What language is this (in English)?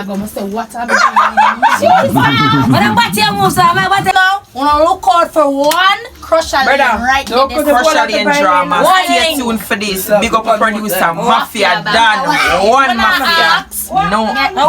Jamaican Creole English